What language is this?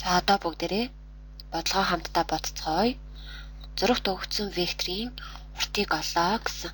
Mongolian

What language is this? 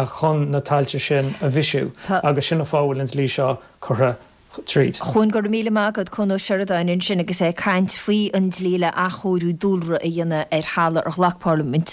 Irish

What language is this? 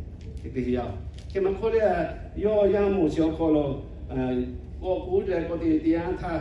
Lahu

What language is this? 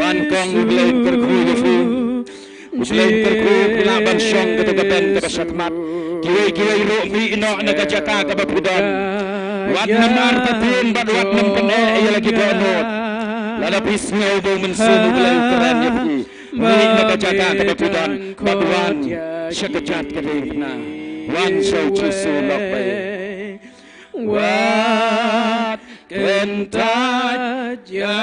Khasi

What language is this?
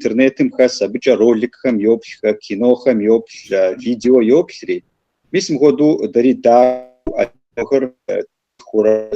Kabardian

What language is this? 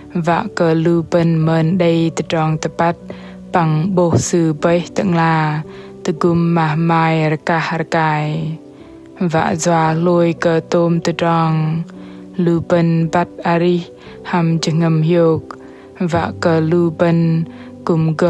Bahnar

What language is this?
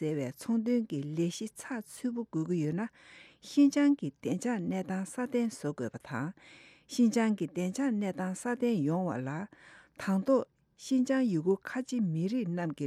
Tibetan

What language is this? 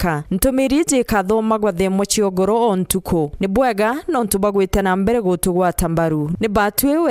Meru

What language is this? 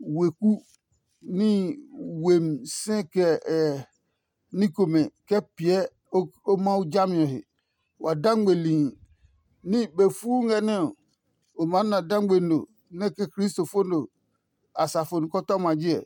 Adangme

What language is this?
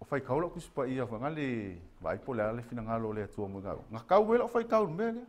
Samoan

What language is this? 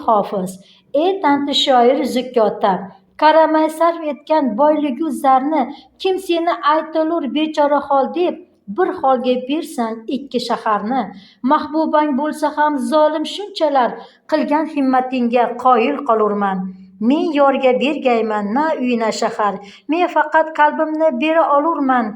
Uzbek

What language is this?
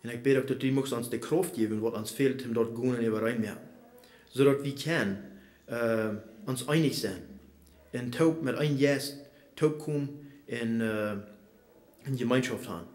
Plautdietsch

